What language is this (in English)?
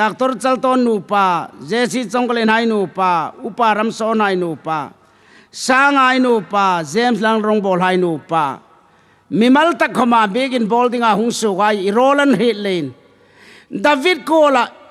Hmar